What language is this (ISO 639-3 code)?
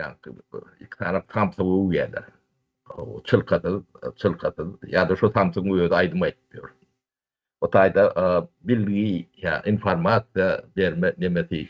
tuk